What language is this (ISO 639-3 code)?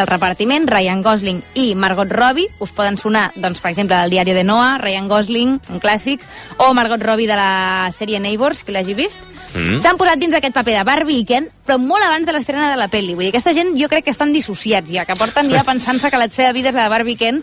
cat